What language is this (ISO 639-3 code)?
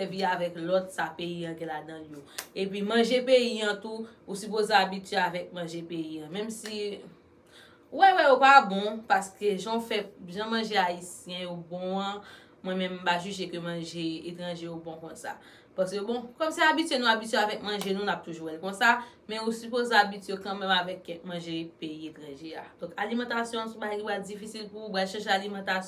hat